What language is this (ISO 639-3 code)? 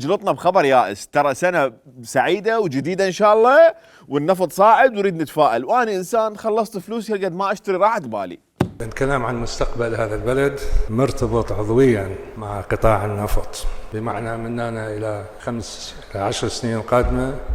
acm